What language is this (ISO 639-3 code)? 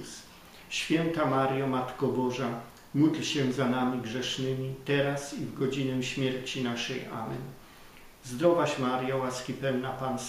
pol